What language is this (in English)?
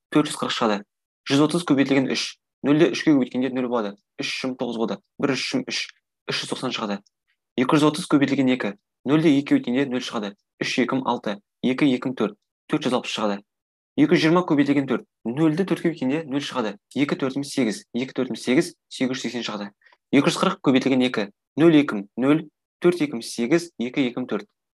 Kazakh